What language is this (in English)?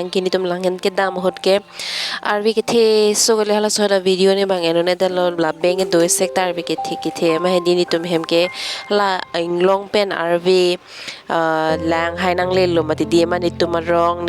Karbi